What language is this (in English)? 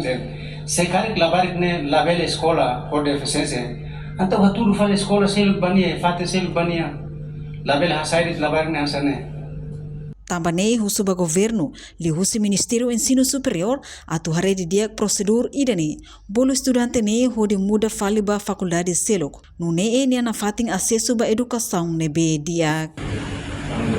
Tetum